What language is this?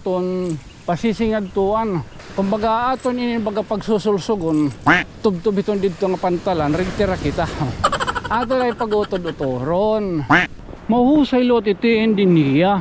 Waray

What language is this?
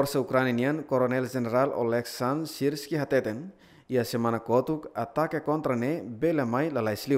Tetum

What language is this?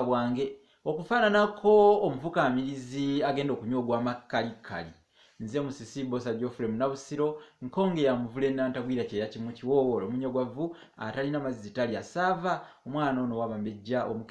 Ganda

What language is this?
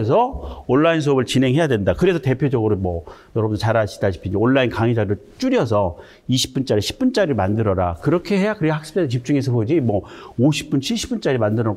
Korean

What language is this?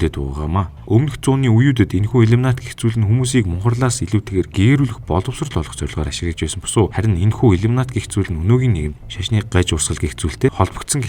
Mongolian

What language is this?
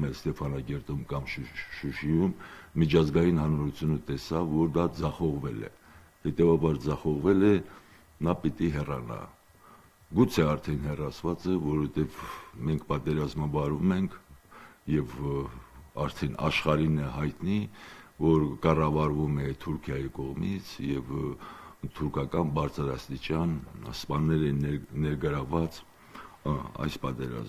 Armenian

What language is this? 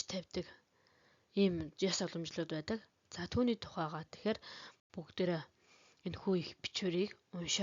Mongolian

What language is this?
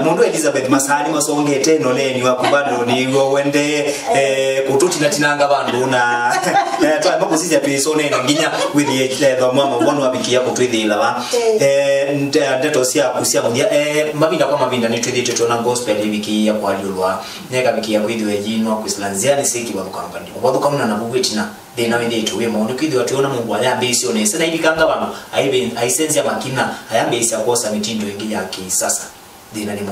Kamba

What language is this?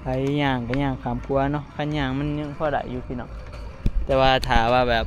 Northeastern Thai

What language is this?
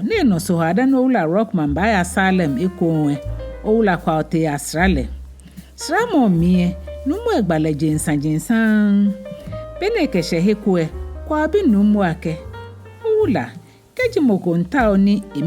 Ga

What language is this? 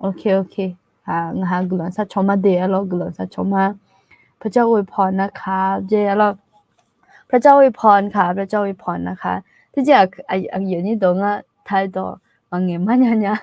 Akha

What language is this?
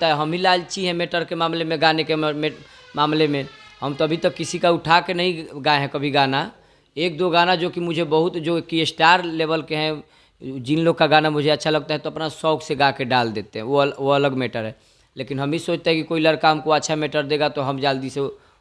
Bhojpuri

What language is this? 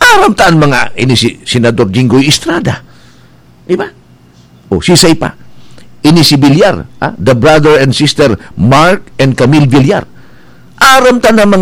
Bikol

